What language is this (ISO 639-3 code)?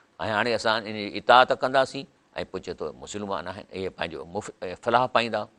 snd